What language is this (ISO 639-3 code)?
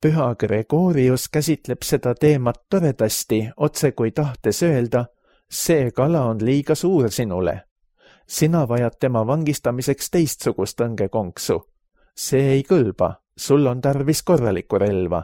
est